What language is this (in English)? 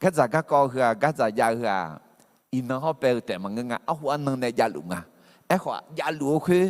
Akha